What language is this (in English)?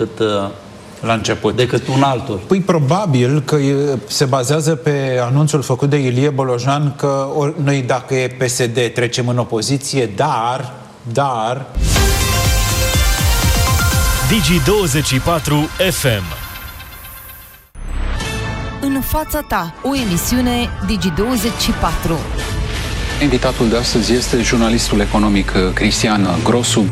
Romanian